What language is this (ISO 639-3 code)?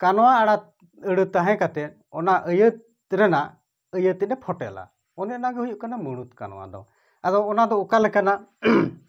sat